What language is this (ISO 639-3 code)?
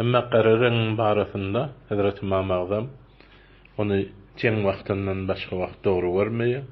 tuk